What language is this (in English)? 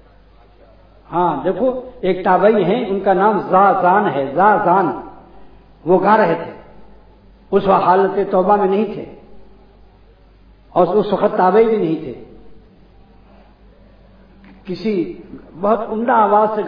Urdu